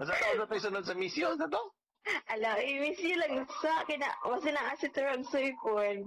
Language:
Cebuano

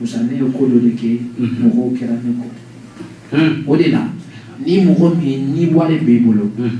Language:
Bambara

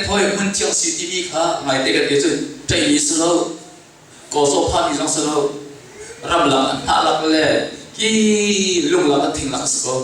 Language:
Hakha Chin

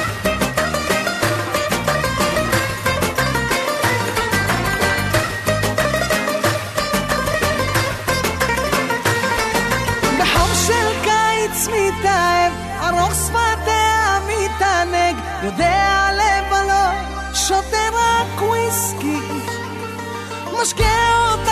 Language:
Hebrew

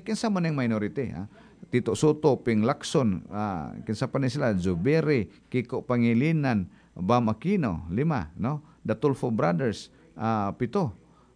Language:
Cebuano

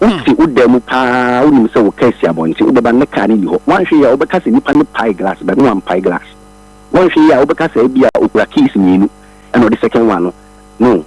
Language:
Akan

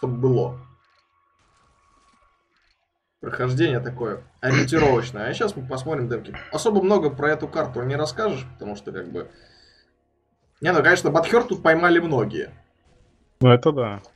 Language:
Russian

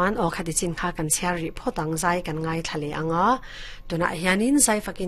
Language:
Mizo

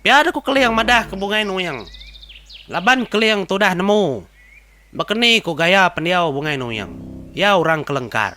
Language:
Iban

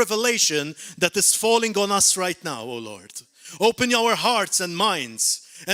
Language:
English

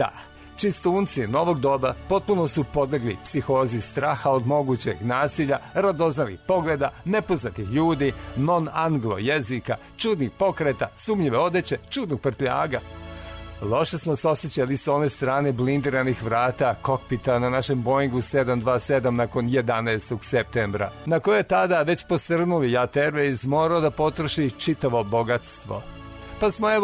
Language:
Serbian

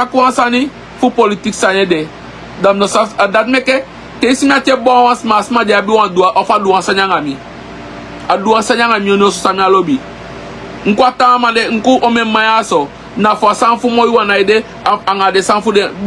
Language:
Sranan Tongo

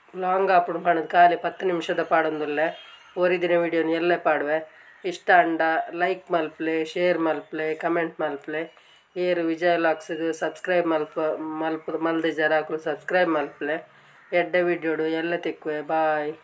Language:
Tulu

